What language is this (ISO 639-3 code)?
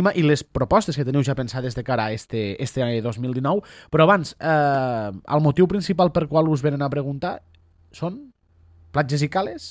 cat